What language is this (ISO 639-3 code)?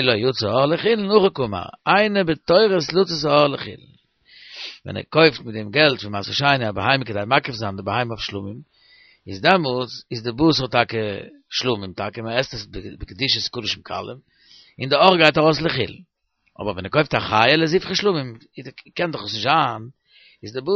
yid